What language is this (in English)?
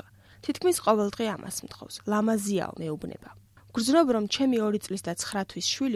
Georgian